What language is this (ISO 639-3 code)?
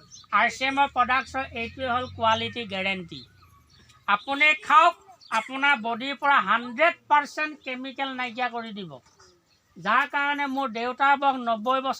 asm